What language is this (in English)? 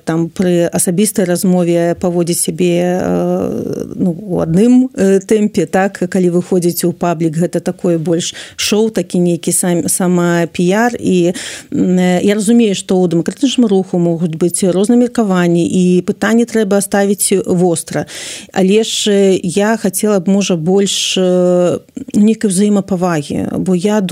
Belarusian